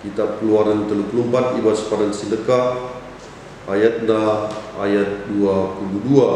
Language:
Batak Karo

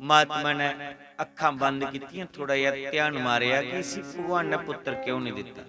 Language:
Dogri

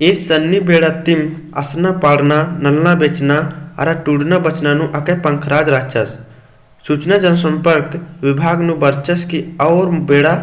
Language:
Kurukh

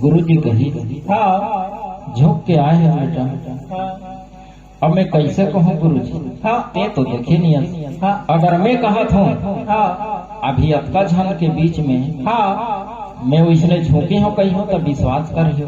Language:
Chhattisgarhi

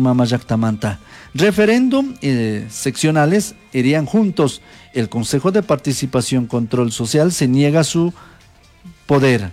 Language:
Chimborazo Highland Quichua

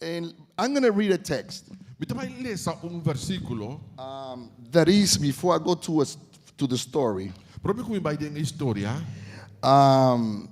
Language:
Papiamento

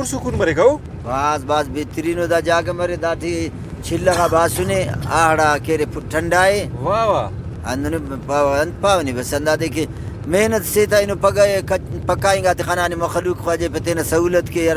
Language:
Brahui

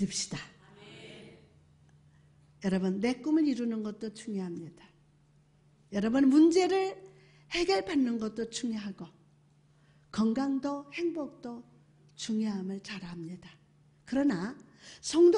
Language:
Korean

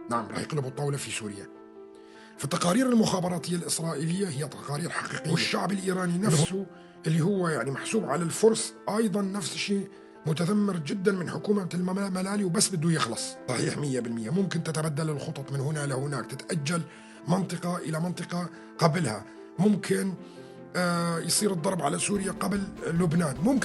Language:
North Levantine Arabic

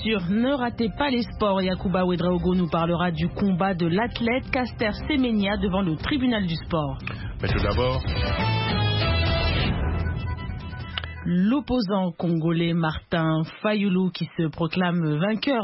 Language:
French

